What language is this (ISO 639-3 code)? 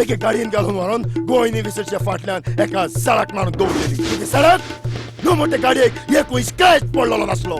kok